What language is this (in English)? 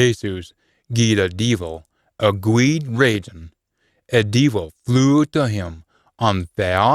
Scots